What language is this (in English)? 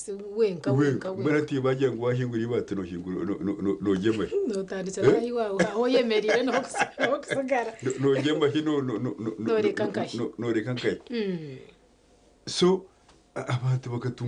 Nyankole